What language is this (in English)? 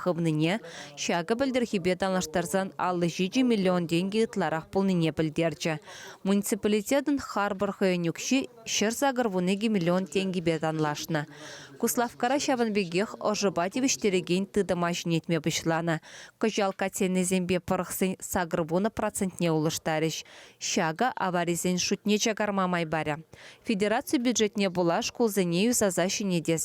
Chuvash